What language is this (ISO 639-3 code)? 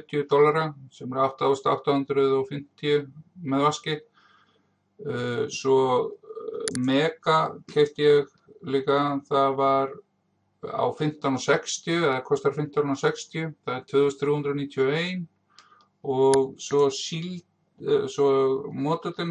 isl